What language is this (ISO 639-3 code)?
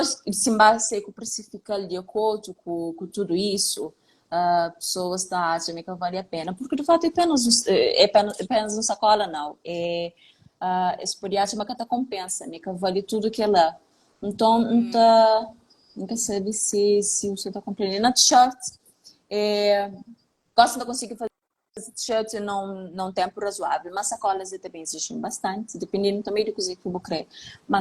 kea